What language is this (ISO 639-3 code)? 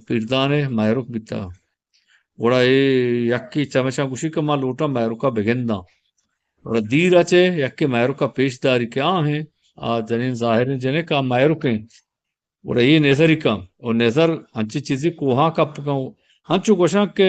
bgp